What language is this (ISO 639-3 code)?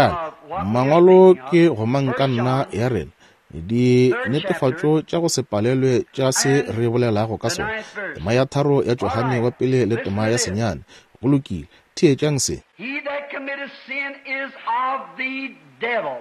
nso